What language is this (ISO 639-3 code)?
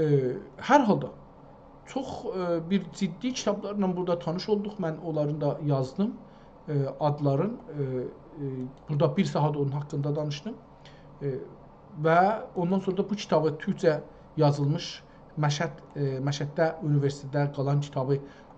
azb